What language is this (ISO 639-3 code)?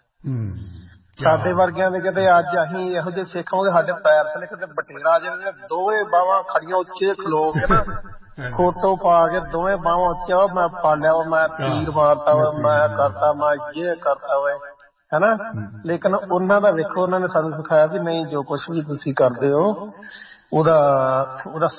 pan